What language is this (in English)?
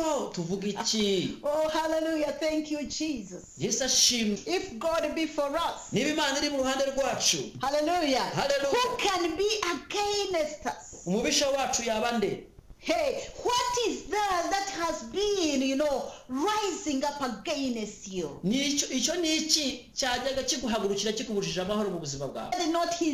Kinyarwanda